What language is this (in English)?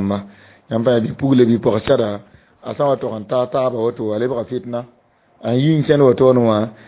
Mossi